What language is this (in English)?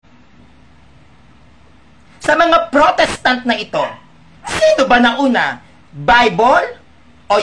Filipino